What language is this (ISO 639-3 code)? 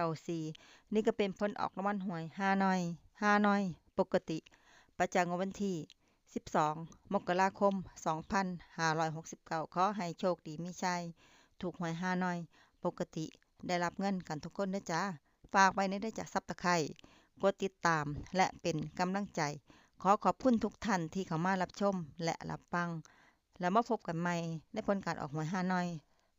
lao